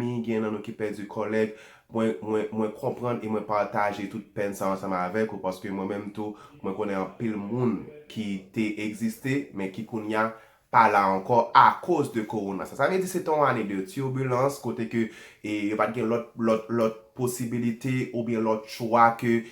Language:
Haitian Creole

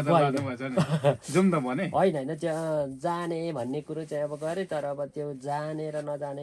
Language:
Nepali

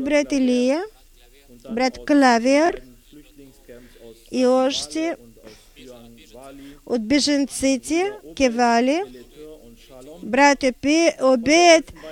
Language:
Bulgarian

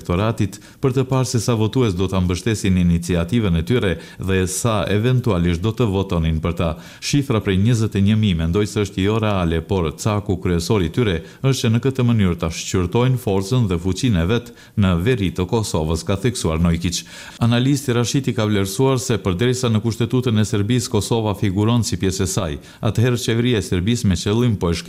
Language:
Albanian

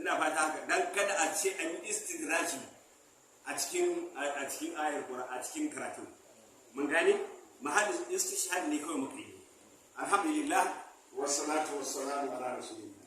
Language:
Hausa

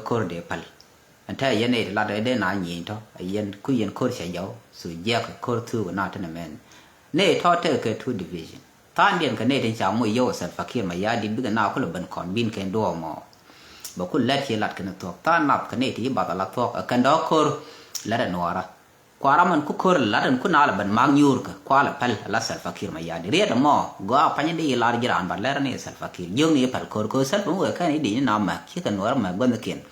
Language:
Nuer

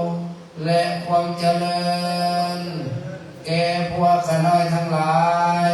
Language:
Lao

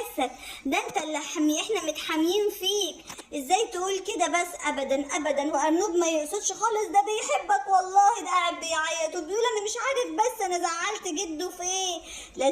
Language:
Egyptian Arabic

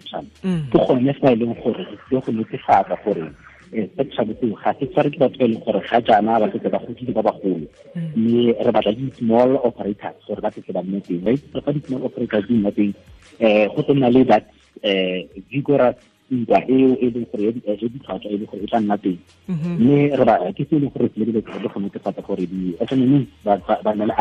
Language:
Tswana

